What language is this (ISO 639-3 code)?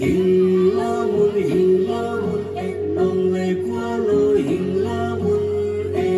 ctd